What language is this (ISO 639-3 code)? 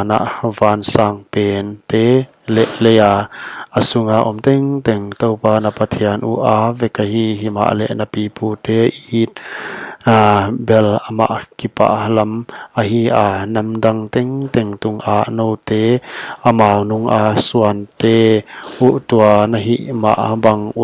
pck